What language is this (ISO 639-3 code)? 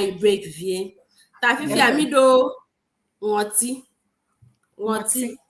ewe